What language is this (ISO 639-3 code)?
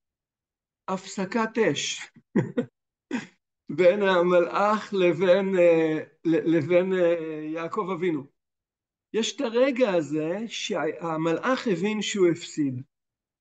heb